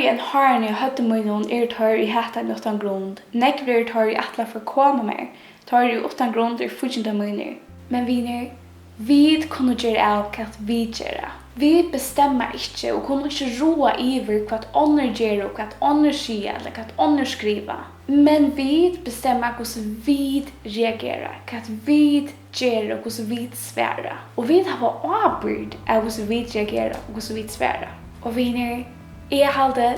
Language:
Faroese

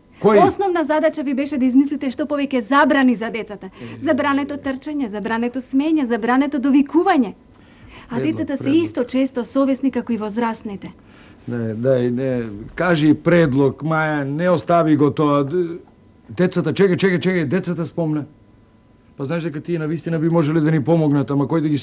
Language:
Macedonian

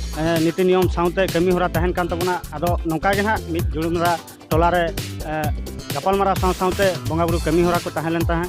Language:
Santali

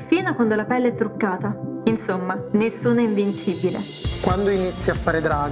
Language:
Italian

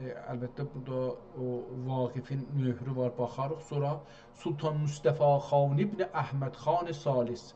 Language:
South Azerbaijani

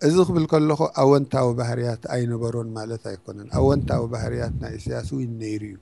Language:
Tigrinya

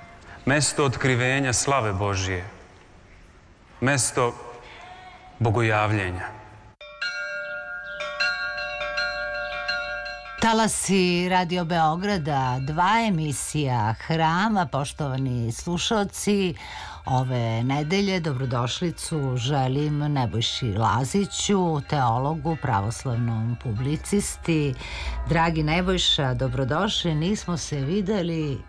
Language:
Serbian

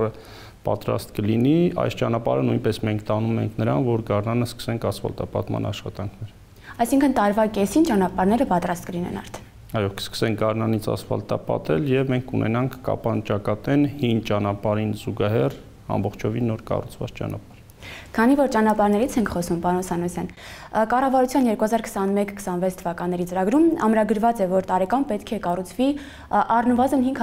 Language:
Armenian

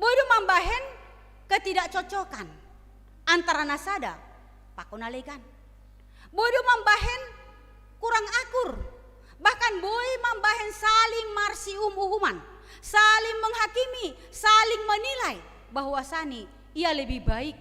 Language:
Batak Simalungun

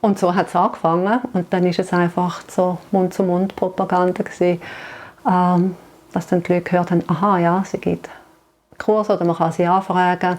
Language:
Swiss German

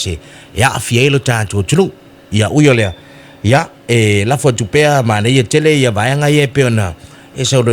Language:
Samoan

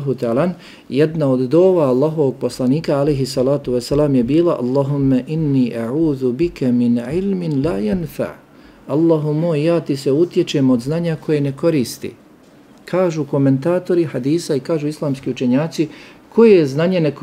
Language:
Bosnian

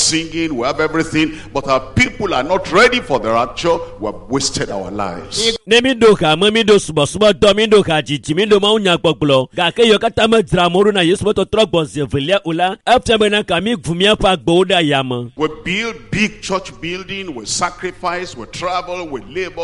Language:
Ewe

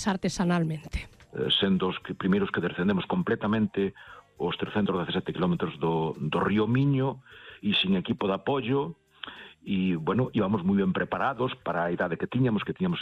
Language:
Galician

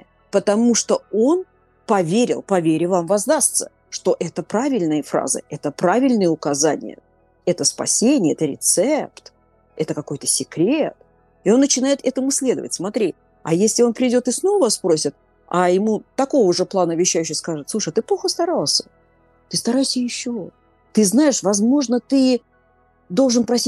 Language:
Russian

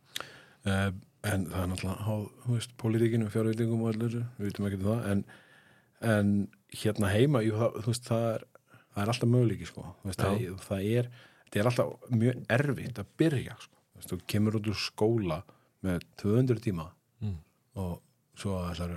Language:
Icelandic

